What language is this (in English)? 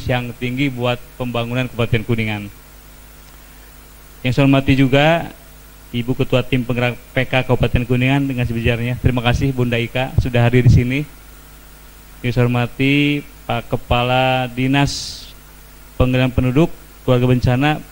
Indonesian